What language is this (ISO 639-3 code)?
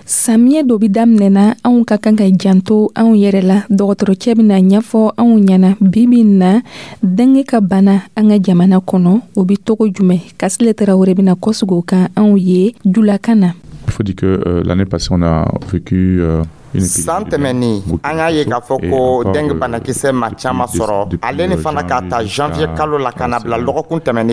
dyu